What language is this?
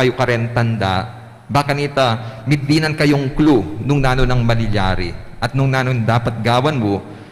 Pampanga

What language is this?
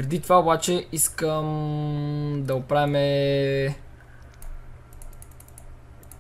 Bulgarian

